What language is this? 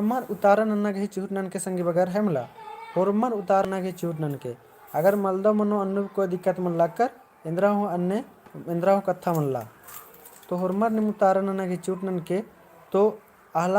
Kurukh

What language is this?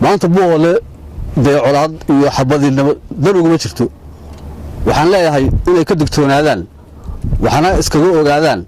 Somali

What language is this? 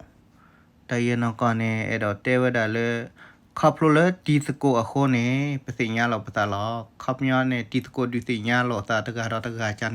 S'gaw Karen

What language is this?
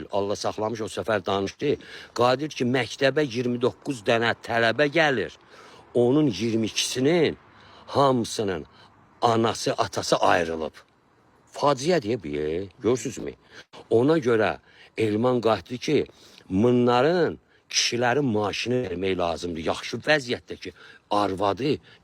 Azerbaijani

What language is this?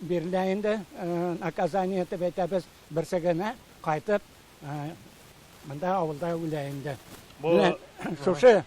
Tatar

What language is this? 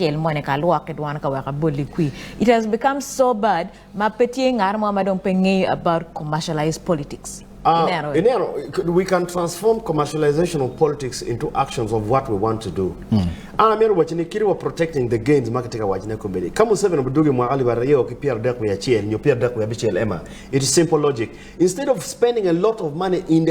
Acoli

